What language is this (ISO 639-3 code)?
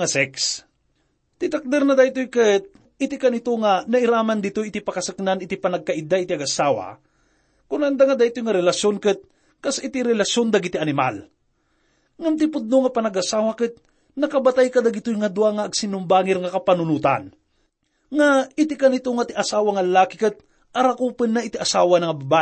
ilo